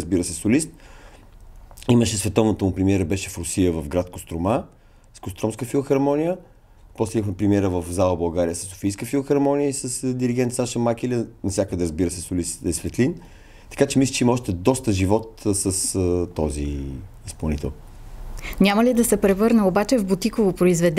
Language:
Bulgarian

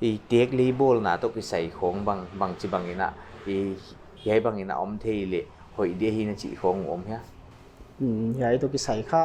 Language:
Paite Chin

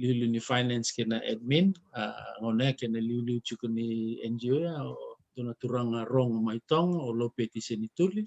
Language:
Fijian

